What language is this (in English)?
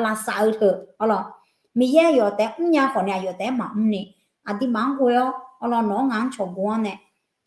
Akha